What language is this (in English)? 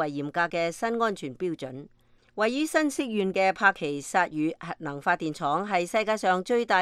Cantonese